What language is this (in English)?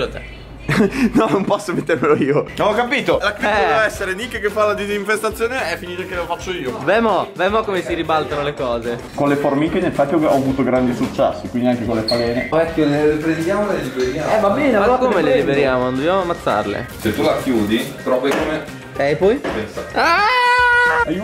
Italian